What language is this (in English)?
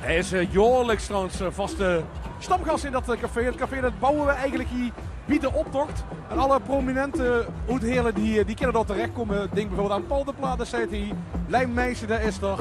Limburgish